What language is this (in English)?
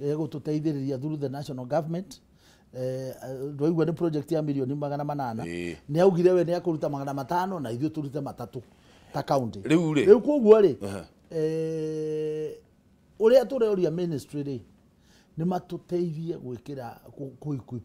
Kikuyu